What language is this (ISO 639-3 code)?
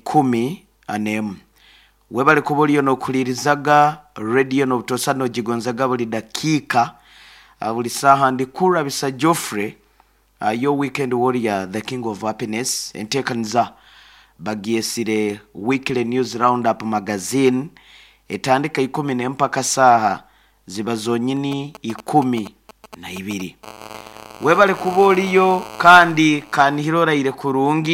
nyo